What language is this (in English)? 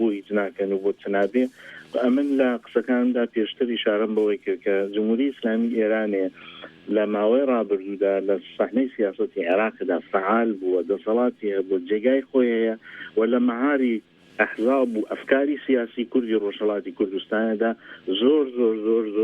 Central Kurdish